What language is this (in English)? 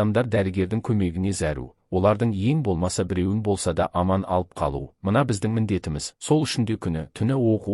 Kazakh